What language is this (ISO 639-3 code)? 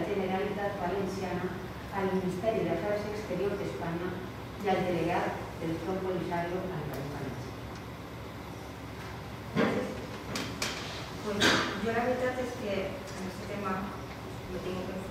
cat